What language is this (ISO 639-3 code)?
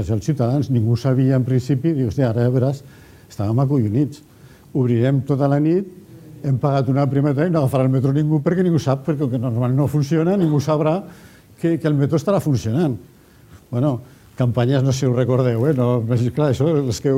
cat